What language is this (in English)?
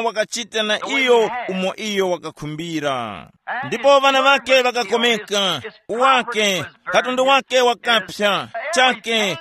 Tumbuka